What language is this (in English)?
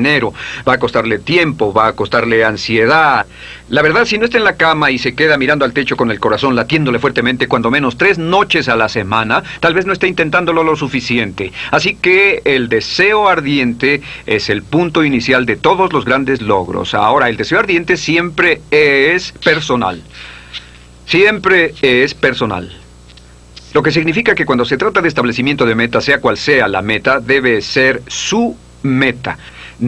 Spanish